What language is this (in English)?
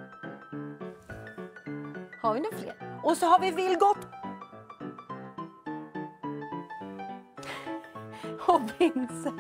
Swedish